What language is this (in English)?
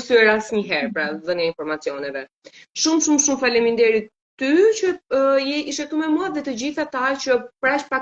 Albanian